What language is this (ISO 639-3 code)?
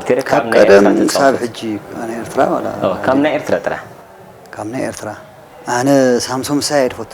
tir